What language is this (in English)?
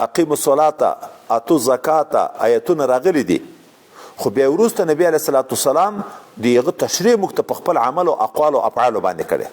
Pashto